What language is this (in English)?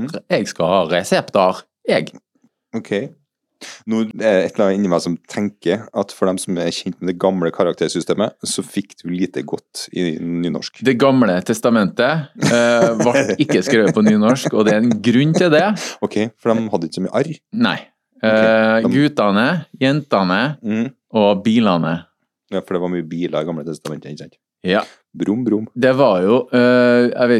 Norwegian